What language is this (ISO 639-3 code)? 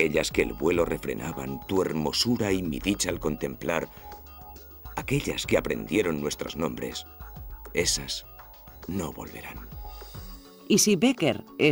cat